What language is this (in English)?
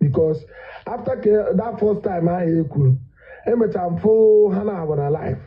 Igbo